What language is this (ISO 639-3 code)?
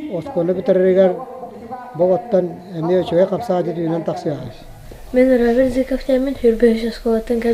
sah